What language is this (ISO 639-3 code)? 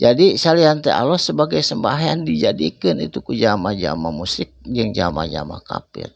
sun